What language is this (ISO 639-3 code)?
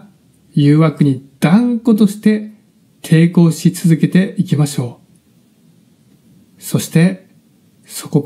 jpn